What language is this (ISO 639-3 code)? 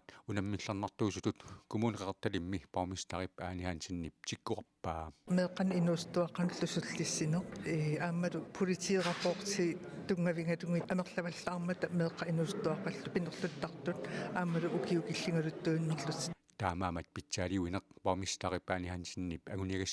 kal